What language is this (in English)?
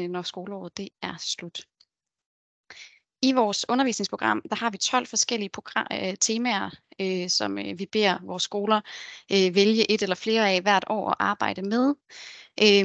Danish